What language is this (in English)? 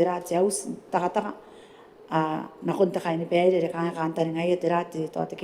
Gilbertese